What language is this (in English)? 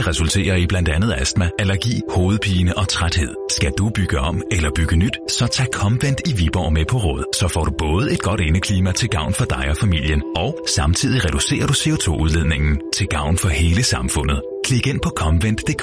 Danish